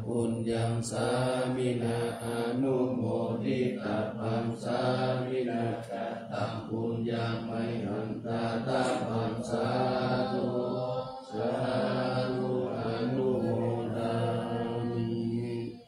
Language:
Pali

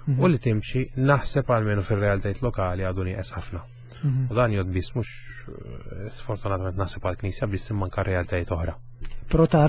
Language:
Maltese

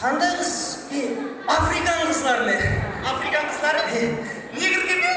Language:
Kara-Kalpak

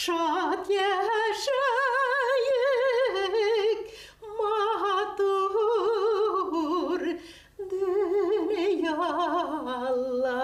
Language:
Bashkir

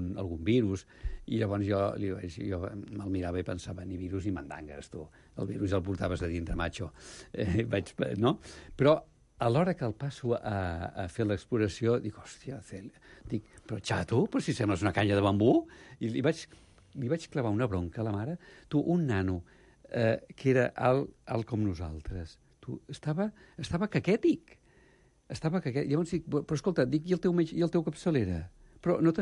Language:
Catalan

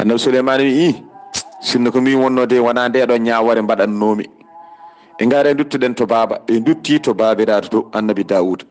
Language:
Fula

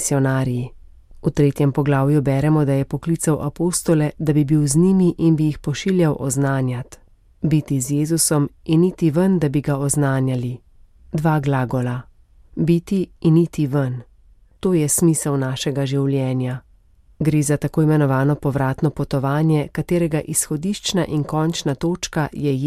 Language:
Slovenian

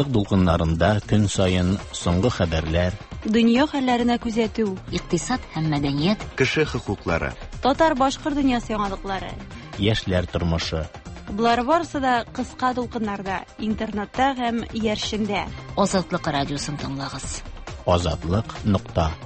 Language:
Tatar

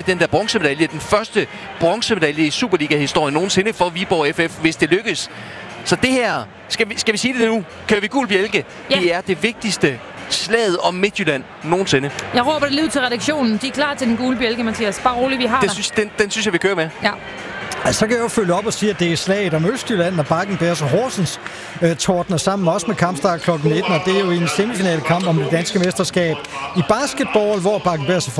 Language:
Danish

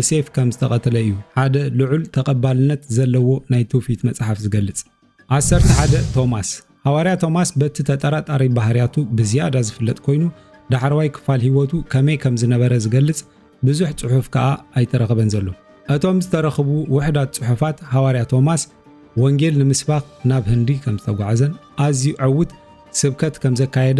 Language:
Tigrinya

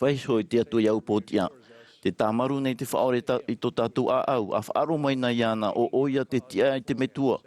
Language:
Tahitian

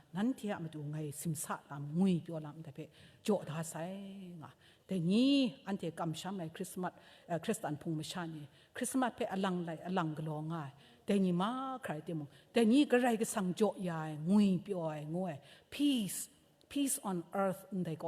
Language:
Kachin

